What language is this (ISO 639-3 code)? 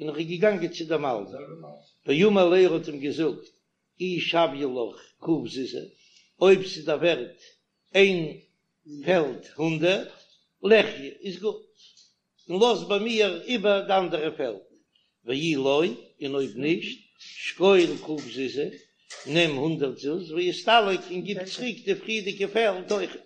yid